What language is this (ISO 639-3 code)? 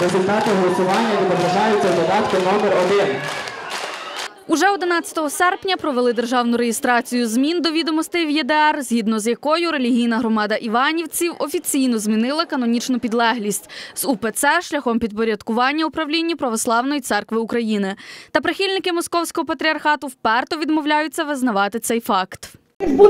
ukr